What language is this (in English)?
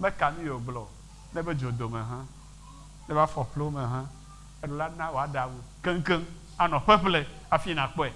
Ewe